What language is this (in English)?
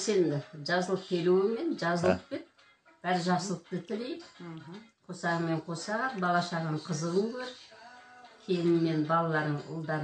Kazakh